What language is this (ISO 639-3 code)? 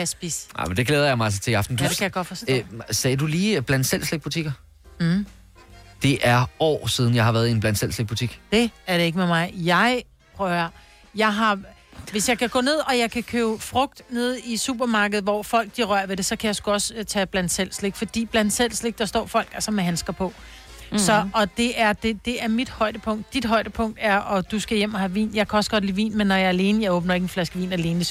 dan